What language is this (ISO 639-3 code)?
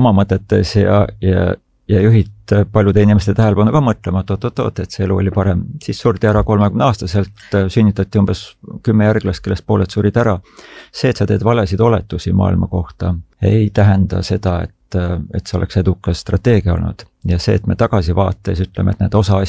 est